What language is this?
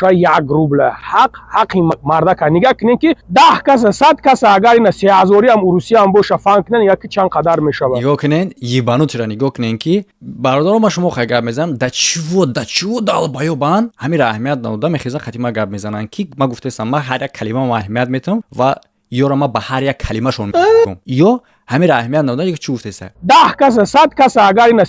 Tajik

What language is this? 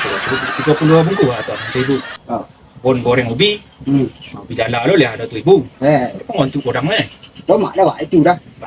Minangkabau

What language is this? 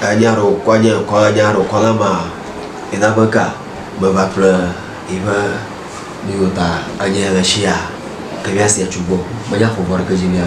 Ewe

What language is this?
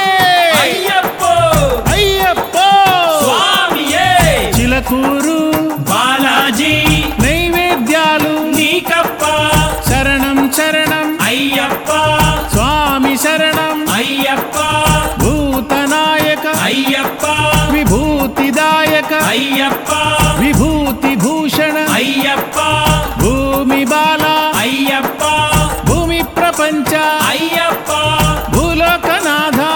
Telugu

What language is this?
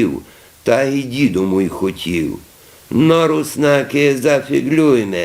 Rusyn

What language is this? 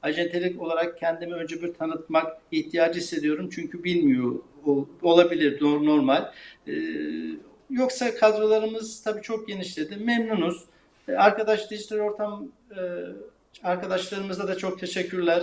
Turkish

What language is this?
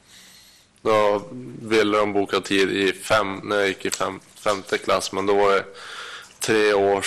Swedish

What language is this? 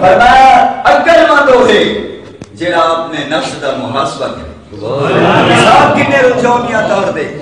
Saraiki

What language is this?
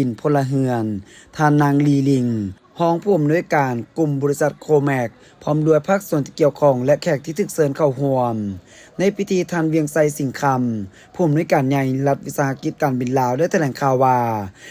Lao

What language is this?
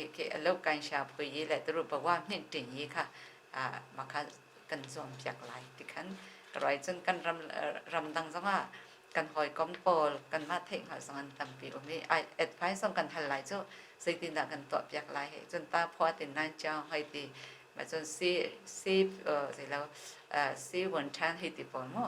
Hakha Chin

